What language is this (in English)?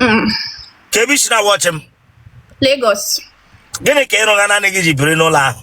Igbo